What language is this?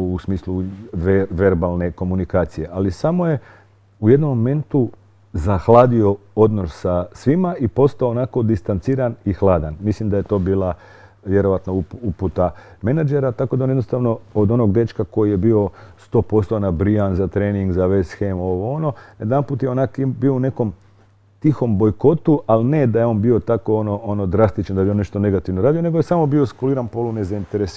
Croatian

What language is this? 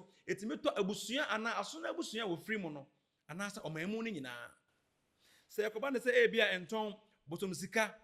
Akan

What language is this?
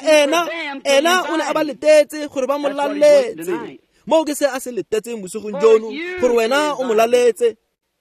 Tswana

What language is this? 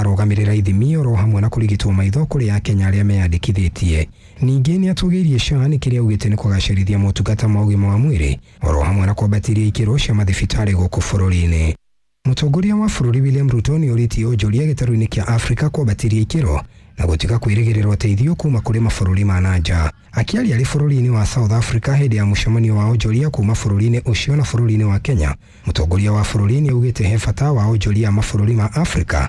Kikuyu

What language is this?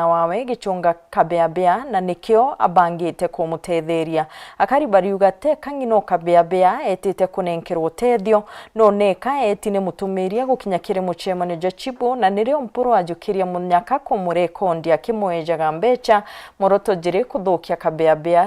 Meru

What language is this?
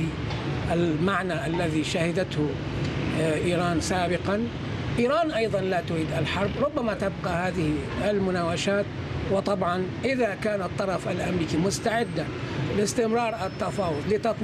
Arabic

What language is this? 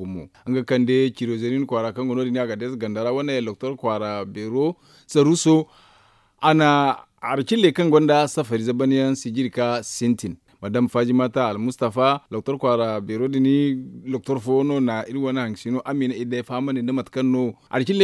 Zarma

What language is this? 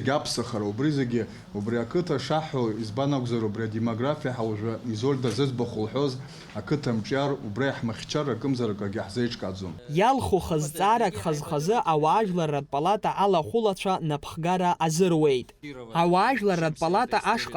Abkhazian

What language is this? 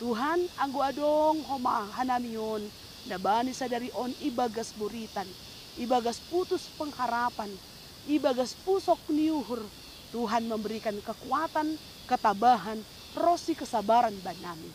Batak Simalungun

